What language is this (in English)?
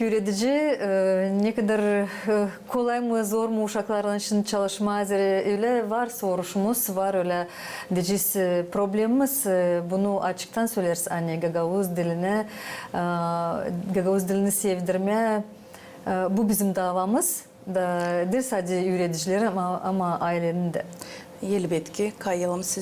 Gagauz